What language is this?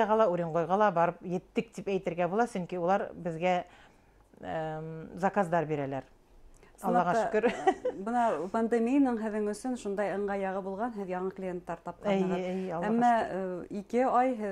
Bashkir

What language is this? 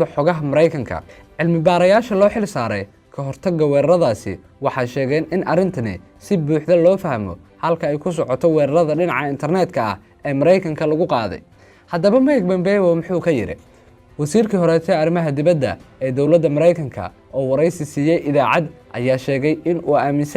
Somali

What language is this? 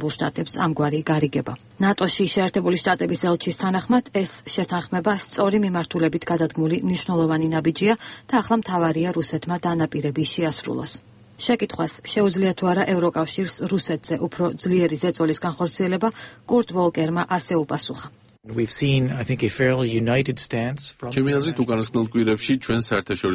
Georgian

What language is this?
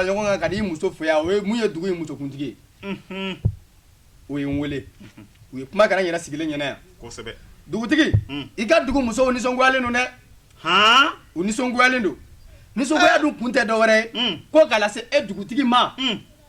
Bambara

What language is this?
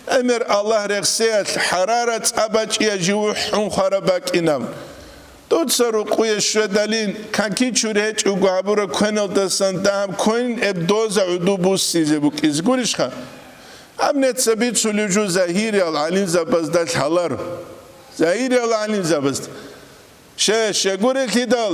Avaric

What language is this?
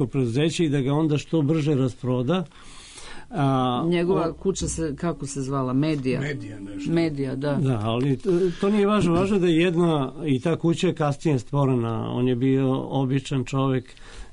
Serbian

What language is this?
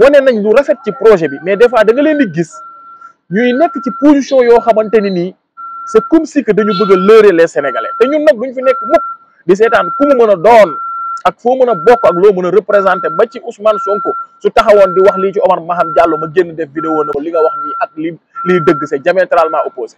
Wolof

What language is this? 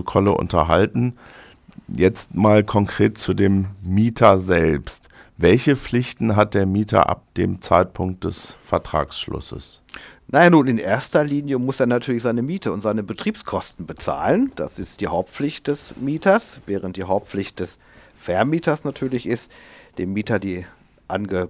German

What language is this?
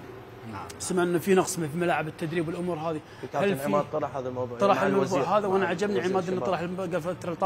Mesopotamian Arabic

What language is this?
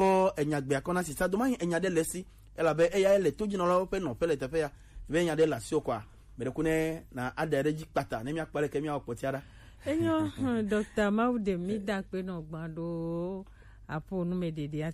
Gen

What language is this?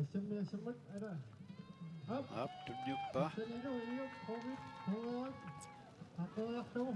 Kalaallisut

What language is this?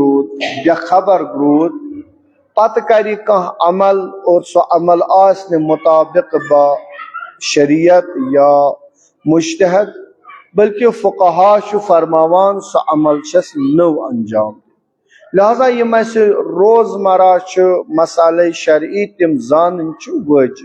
Kashmiri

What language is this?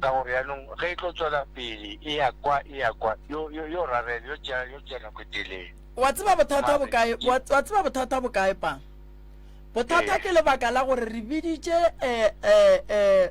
Northern Sotho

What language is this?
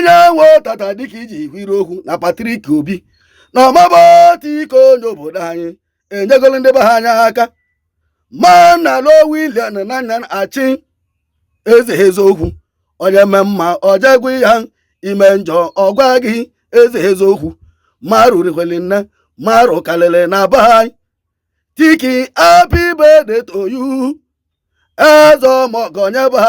Igbo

